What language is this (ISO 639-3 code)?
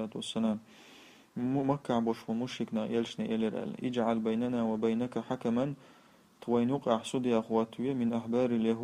che